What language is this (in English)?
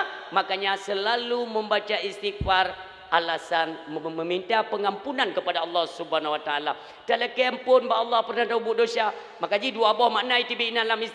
Achinese